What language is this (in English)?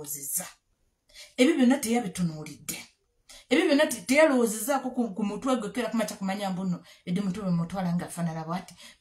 Ganda